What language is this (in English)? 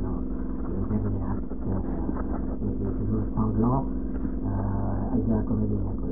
Czech